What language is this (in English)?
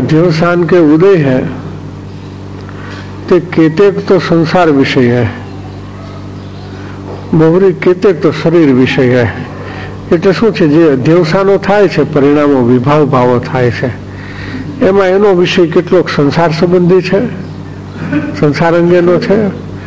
Gujarati